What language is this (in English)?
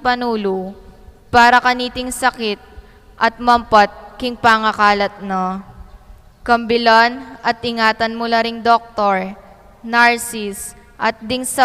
Pampanga